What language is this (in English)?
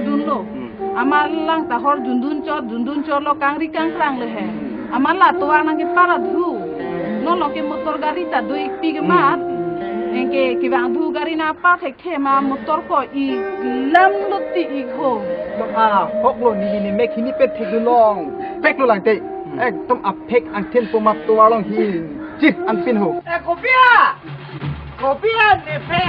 Karbi